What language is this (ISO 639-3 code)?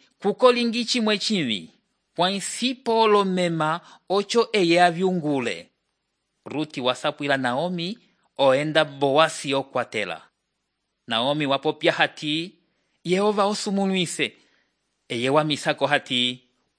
umb